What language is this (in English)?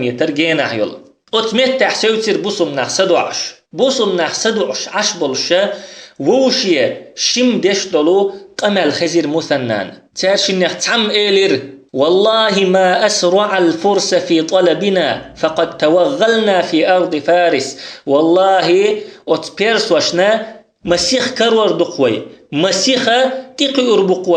Chechen